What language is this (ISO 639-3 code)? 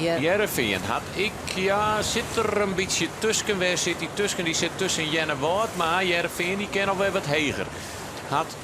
fry